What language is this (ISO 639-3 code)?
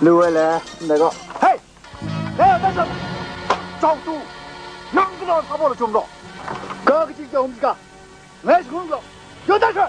kac